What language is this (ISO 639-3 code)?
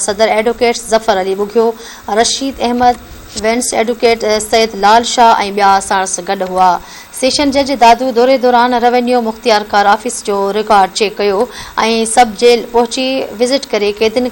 snd